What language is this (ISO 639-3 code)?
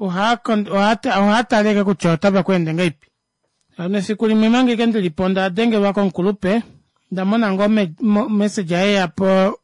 kua